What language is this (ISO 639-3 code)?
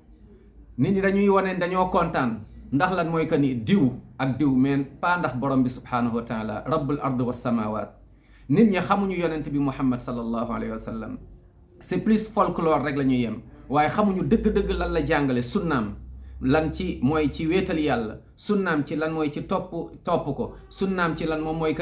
wol